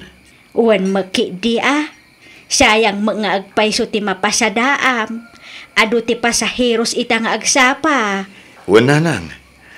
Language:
Iloko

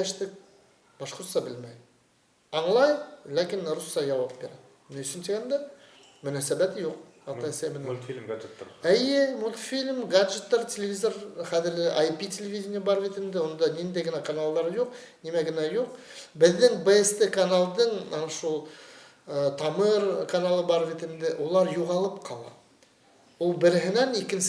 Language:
Bashkir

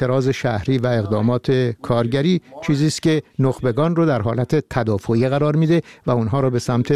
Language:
Persian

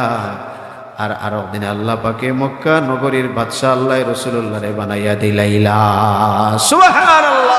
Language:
Sylheti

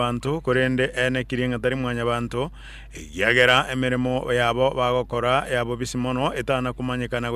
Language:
Gusii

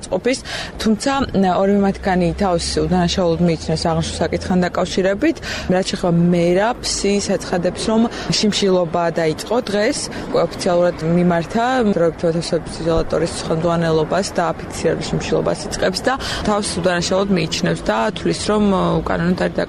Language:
Georgian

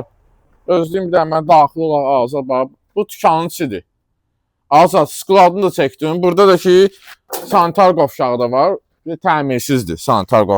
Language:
Azerbaijani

